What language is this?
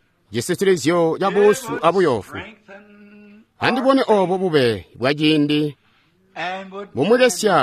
Tonga (Zambia)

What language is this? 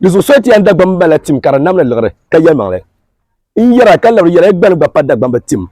Dagbani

